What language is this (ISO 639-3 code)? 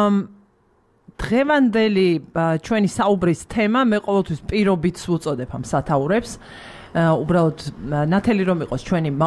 kat